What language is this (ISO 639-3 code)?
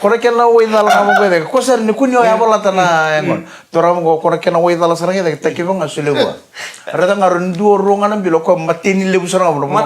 fij